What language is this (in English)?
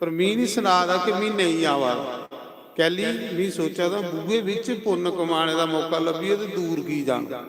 Dogri